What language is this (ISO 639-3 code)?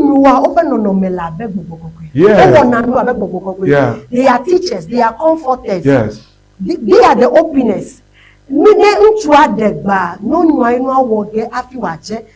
ewe